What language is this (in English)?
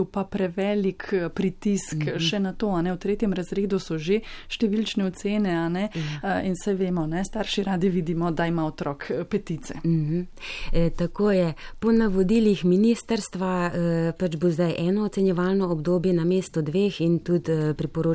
Slovenian